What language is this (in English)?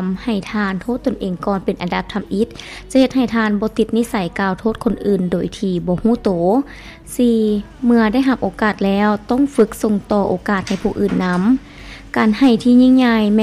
Lao